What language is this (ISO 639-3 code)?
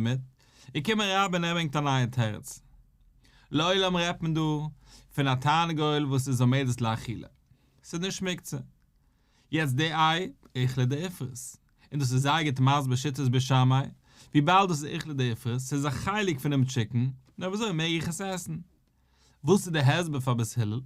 yid